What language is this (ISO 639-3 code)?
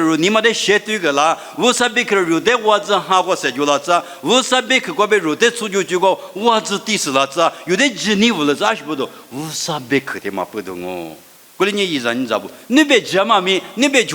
lis